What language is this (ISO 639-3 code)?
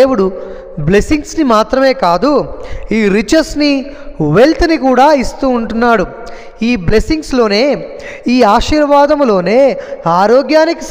tel